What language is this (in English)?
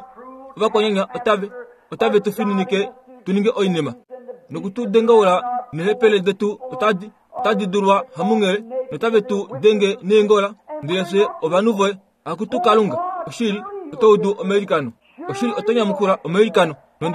Kuanyama